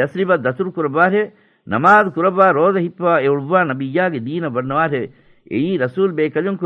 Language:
Divehi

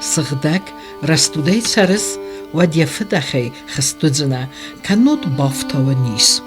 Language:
Ossetic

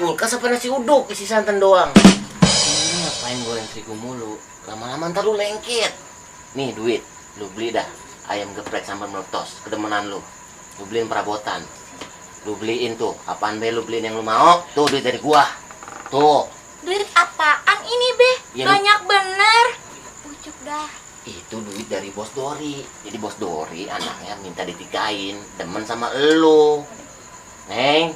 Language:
Betawi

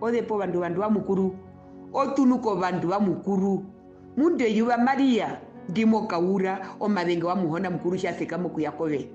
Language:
Herero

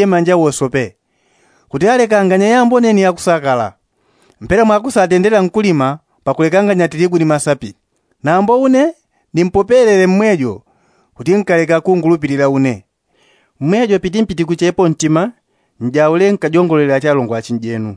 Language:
Yao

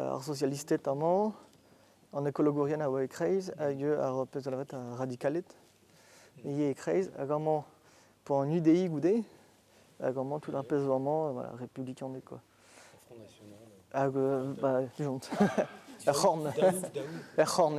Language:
Breton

